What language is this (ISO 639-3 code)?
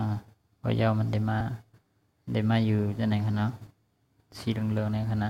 shn